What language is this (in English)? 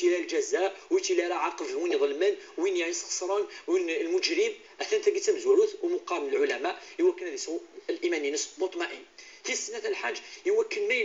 Kabyle